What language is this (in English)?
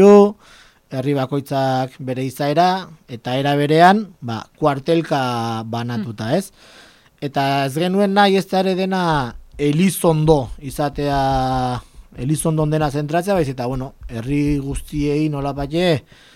Basque